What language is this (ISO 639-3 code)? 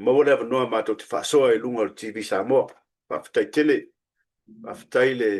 smo